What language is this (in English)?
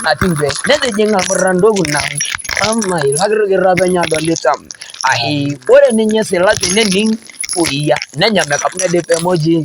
Masai